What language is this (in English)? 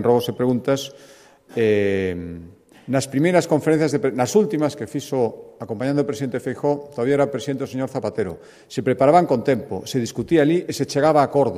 Galician